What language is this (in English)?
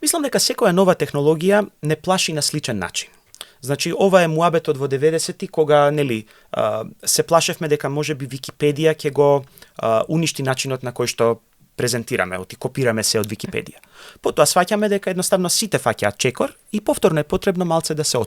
Macedonian